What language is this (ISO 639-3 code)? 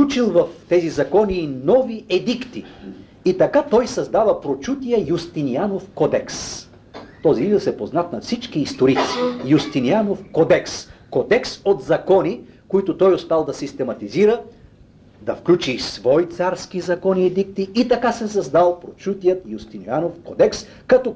bul